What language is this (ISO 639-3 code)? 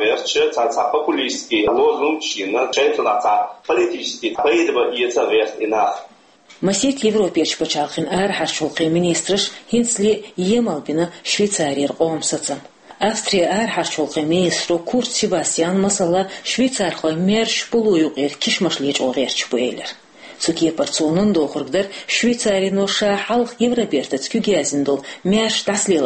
che